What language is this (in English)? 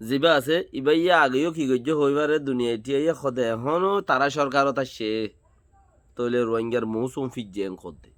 Rohingya